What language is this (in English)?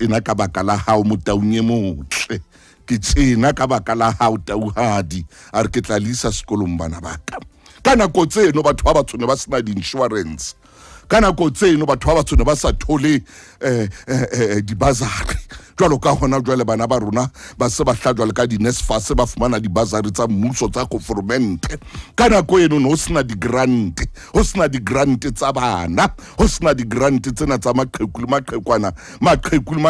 Southern Sotho